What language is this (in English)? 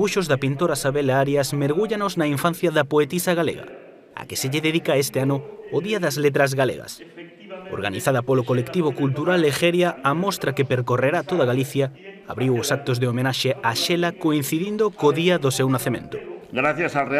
Galician